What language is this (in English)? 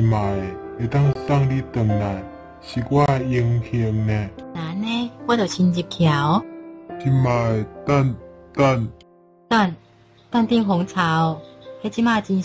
Min Nan Chinese